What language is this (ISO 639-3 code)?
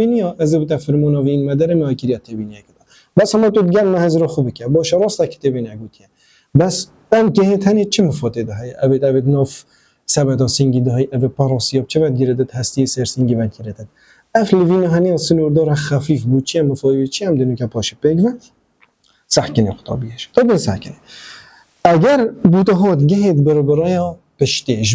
kur